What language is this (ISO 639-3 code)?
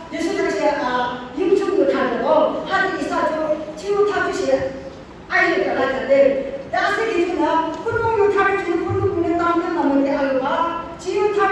yim